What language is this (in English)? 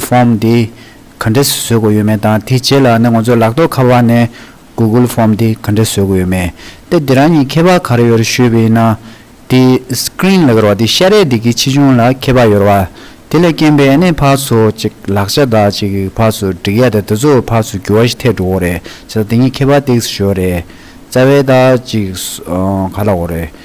Tibetan